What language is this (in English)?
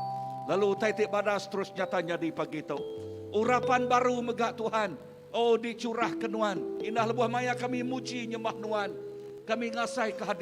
Iban